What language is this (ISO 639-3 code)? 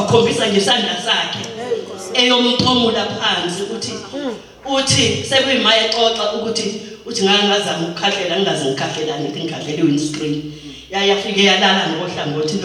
zul